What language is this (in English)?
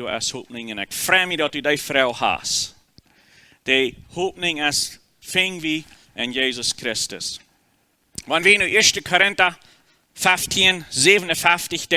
Plautdietsch